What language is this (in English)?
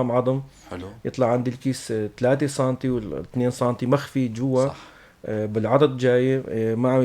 North Levantine Arabic